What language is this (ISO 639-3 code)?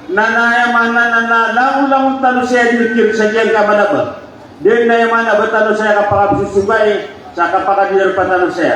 mrw